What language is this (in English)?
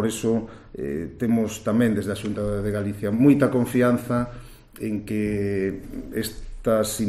Galician